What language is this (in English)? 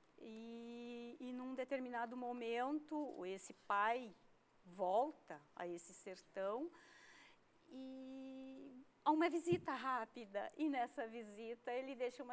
Portuguese